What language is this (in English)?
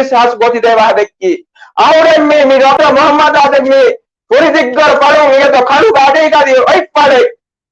Divehi